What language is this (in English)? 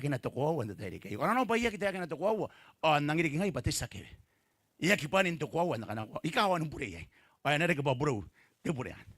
Gilbertese